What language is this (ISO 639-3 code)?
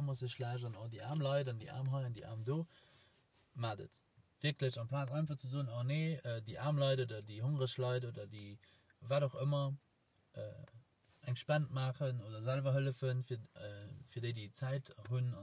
ltz